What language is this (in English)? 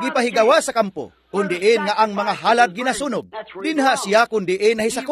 Cebuano